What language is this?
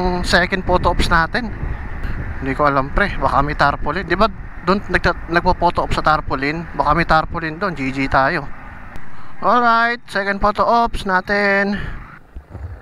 Filipino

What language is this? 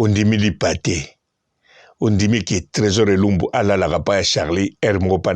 Lingala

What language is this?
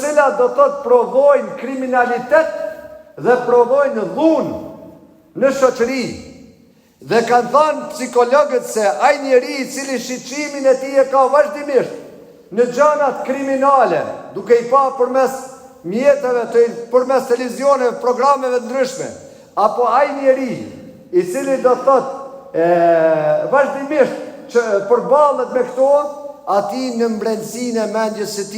Albanian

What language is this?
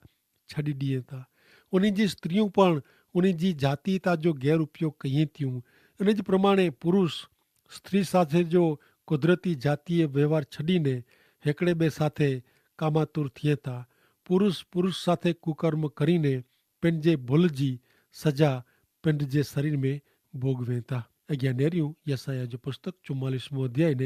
Kachhi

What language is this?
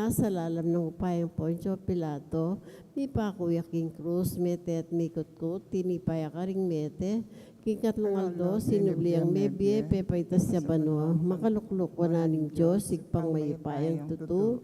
Pampanga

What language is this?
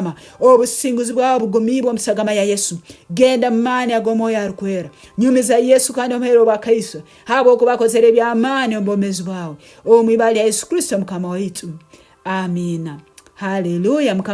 Nyankole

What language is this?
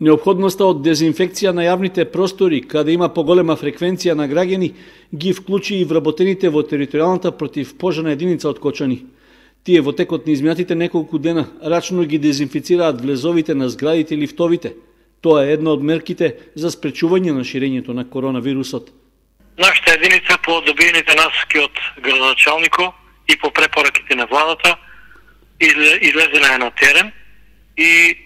Macedonian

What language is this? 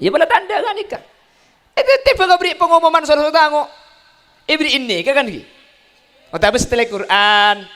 Madurese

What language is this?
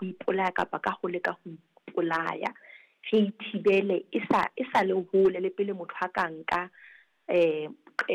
Southern Sotho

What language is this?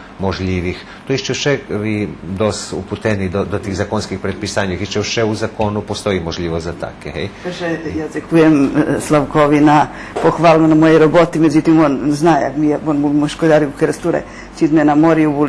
Rusyn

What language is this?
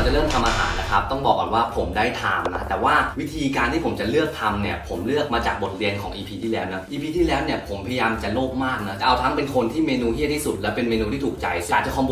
Thai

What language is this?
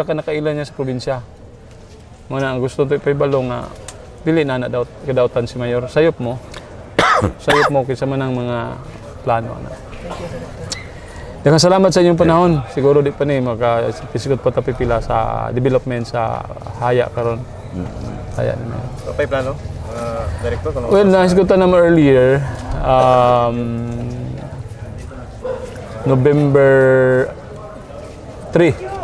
Cebuano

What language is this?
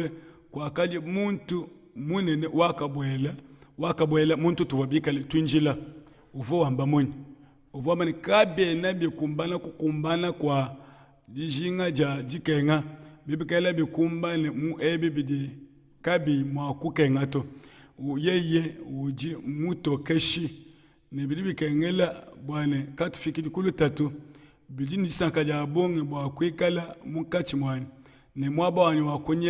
Luba-Lulua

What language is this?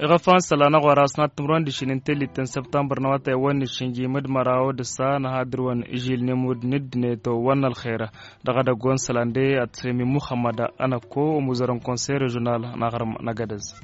Hausa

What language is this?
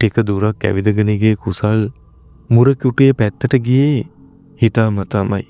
Sinhala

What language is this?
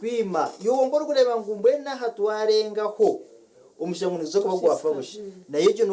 Nyankole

